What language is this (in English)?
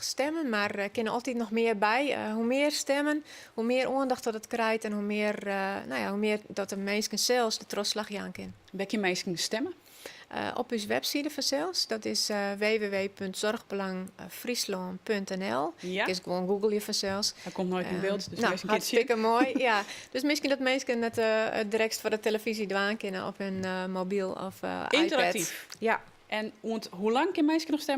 Western Frisian